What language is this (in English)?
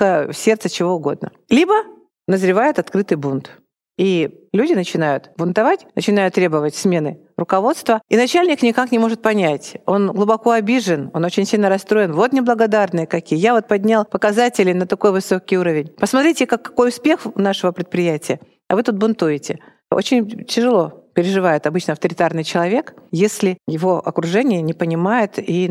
Russian